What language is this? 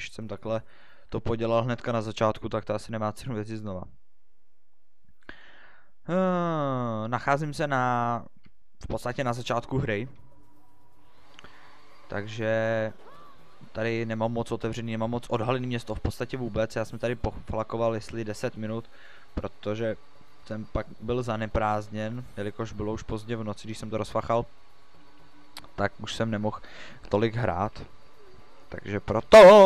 Czech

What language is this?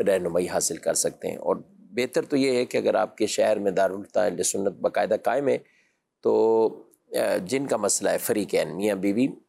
Urdu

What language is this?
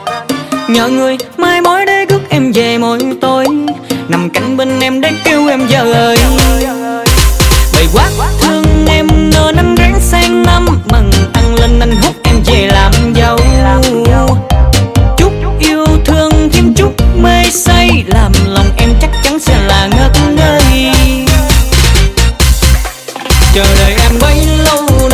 Vietnamese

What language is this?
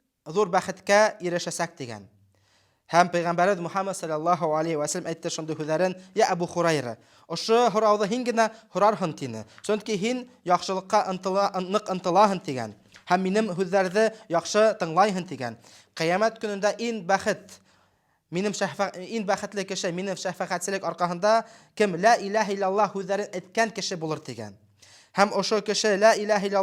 Bashkir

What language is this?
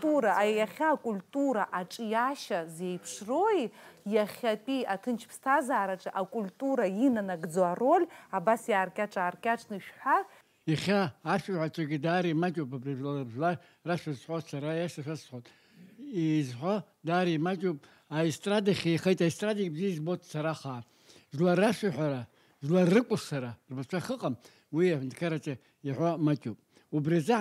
Abkhazian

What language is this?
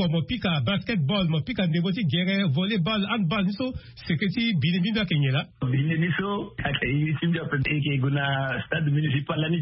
Sango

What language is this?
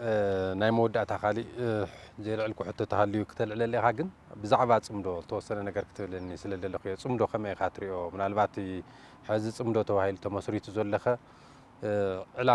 Tigrinya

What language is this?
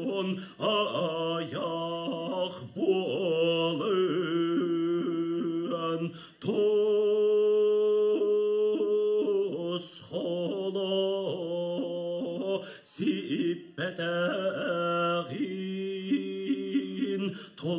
Yakut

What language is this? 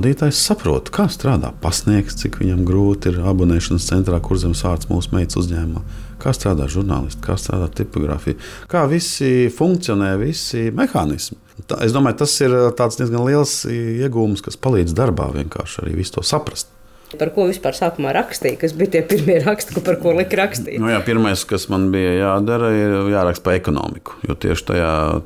Latvian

